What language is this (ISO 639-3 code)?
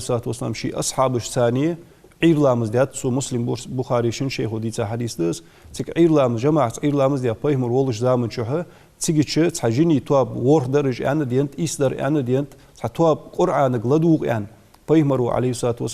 inh